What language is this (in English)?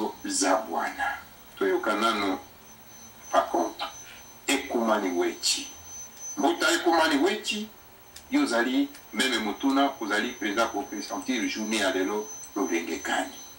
Lingala